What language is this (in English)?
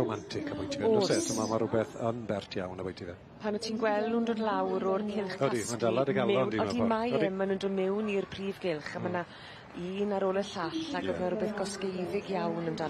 Welsh